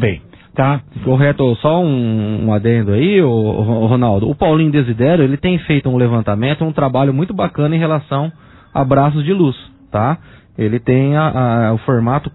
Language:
Portuguese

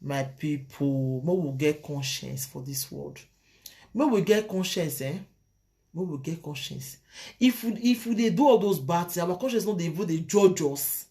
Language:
Nigerian Pidgin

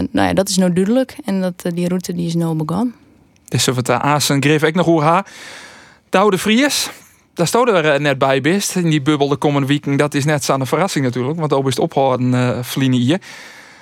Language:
Western Frisian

